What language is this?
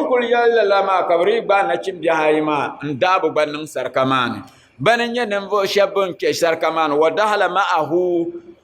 Dagbani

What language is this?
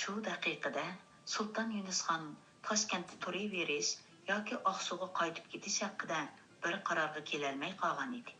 Uyghur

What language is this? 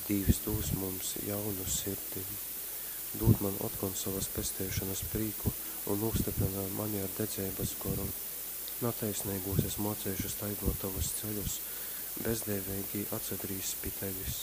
Latgalian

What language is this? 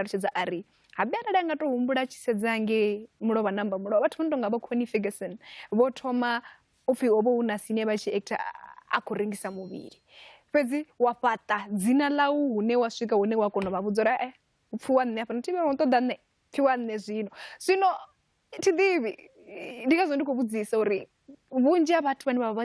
Venda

